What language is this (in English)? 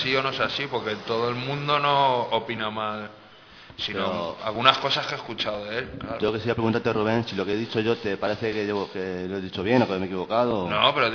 Spanish